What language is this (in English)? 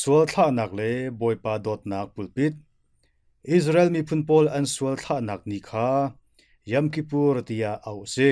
Hakha Chin